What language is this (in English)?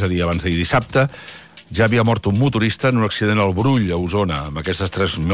Catalan